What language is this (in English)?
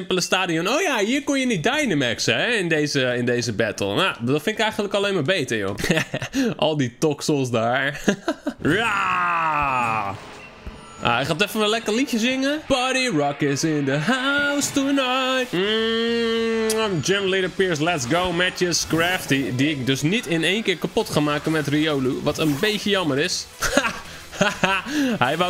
Dutch